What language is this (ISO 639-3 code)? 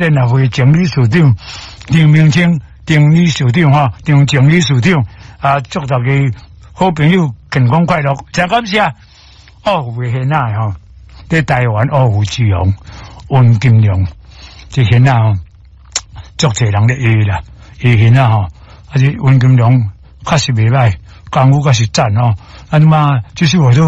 nan